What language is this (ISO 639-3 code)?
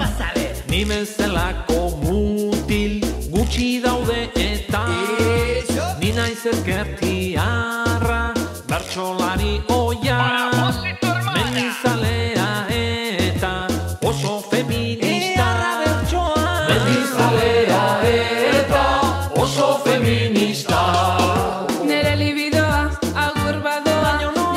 eus